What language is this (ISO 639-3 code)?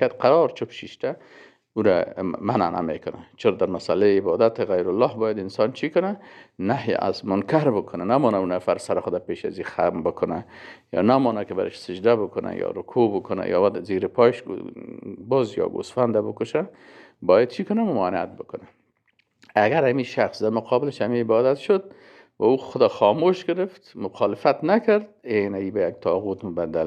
fas